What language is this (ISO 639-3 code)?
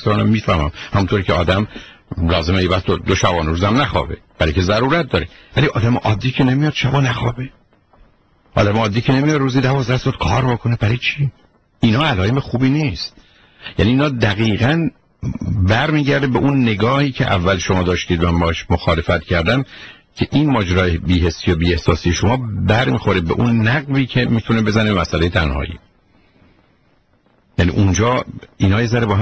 fas